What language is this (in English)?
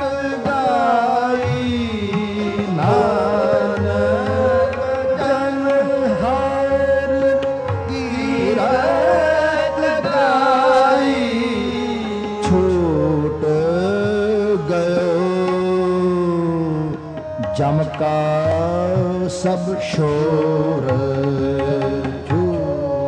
Punjabi